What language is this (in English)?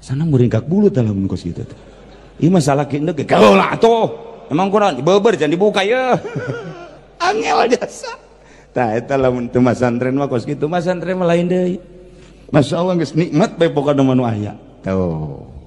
Sundanese